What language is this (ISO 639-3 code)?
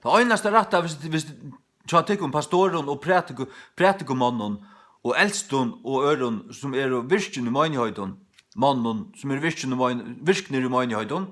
fao